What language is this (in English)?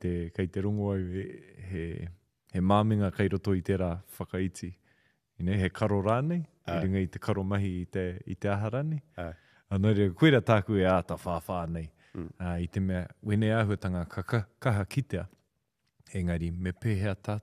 Māori